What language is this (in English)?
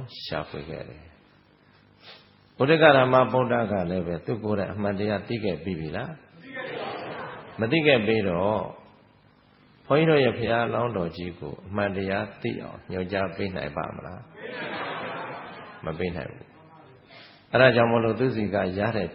Burmese